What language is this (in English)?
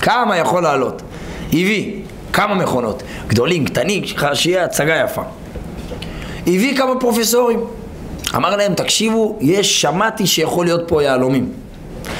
Hebrew